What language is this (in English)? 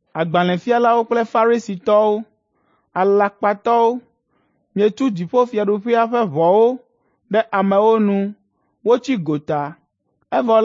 Ewe